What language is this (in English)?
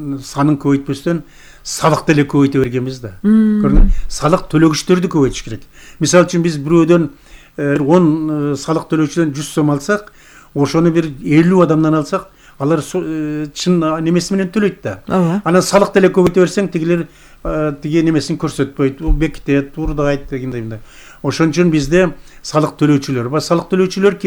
Kyrgyz